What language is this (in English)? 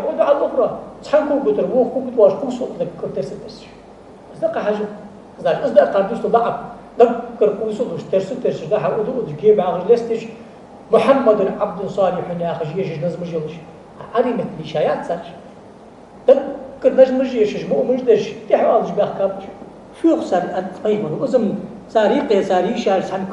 Ingush